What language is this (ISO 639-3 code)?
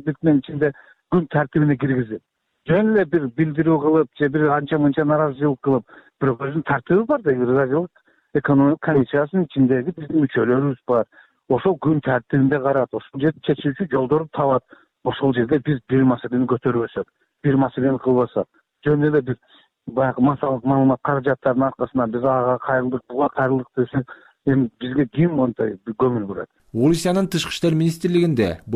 kir